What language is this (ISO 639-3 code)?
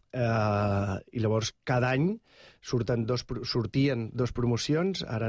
cat